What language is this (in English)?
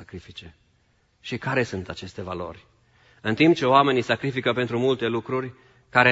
Romanian